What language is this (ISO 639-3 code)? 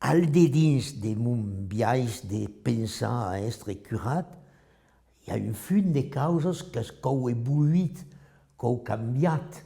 oci